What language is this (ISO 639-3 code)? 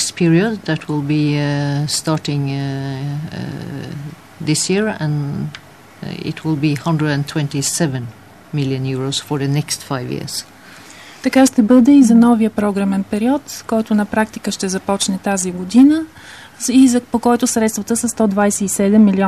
bul